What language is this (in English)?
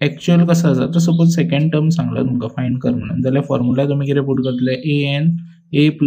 Konkani